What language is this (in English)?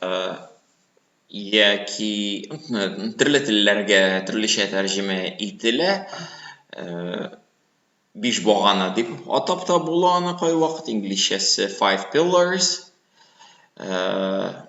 Tatar